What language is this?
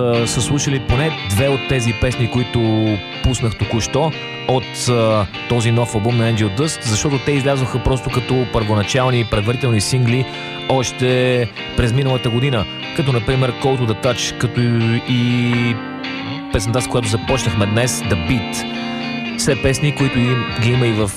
Bulgarian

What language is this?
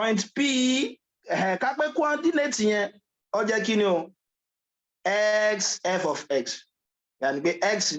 Yoruba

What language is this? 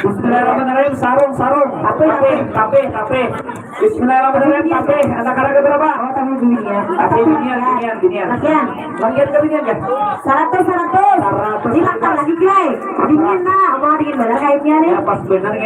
Banjar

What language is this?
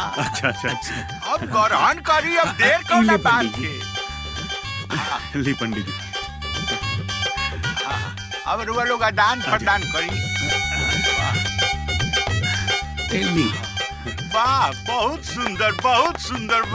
Bhojpuri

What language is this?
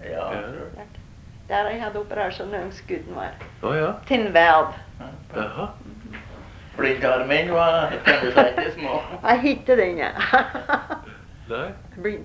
Norwegian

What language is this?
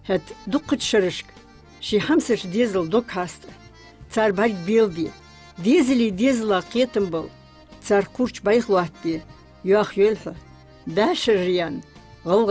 Ingush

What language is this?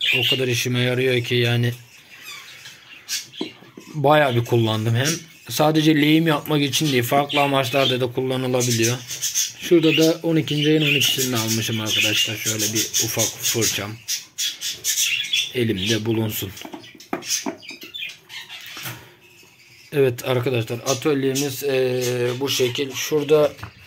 Turkish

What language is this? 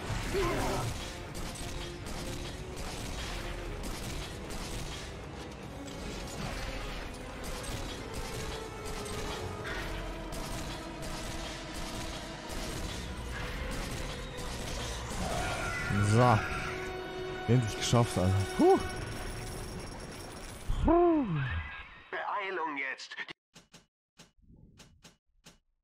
German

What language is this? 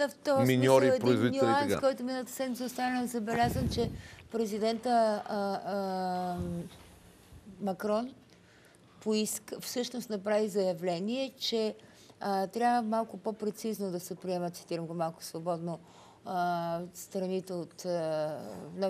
Bulgarian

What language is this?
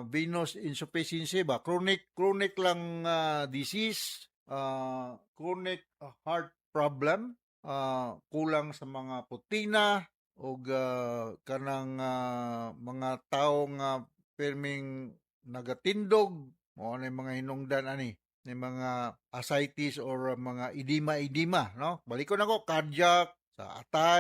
Cebuano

